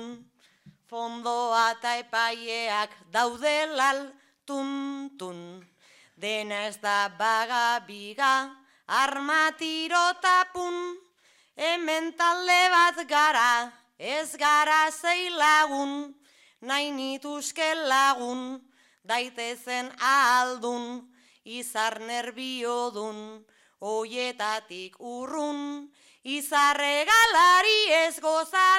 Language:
Basque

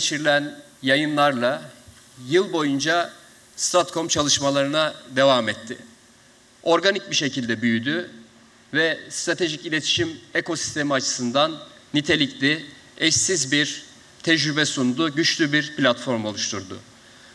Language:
Turkish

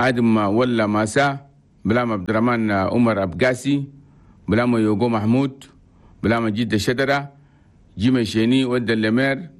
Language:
Chadian Arabic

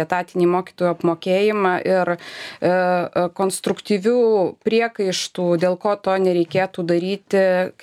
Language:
Lithuanian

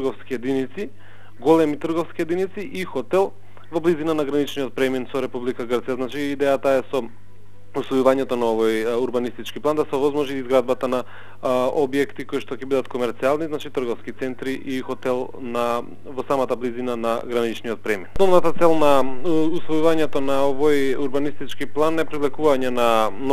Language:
Macedonian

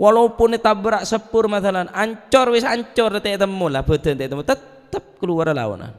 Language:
Madurese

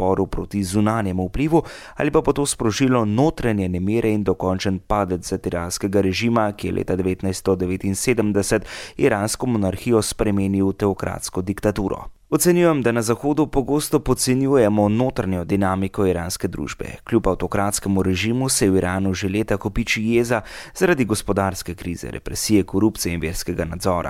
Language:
Slovenian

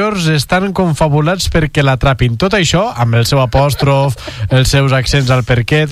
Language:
Catalan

